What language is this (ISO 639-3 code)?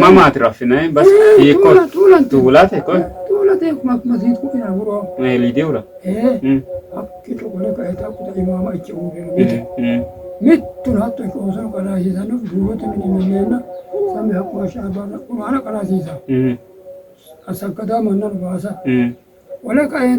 sid